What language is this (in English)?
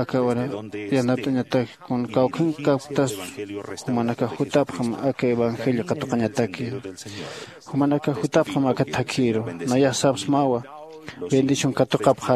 Aymara